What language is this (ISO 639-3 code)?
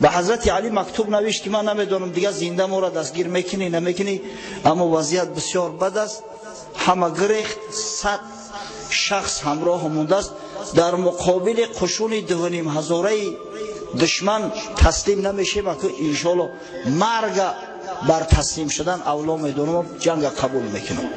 tgk